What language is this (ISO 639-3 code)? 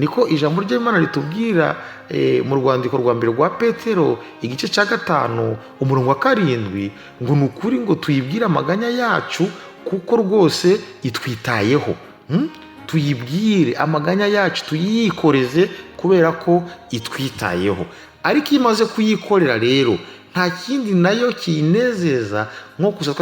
kin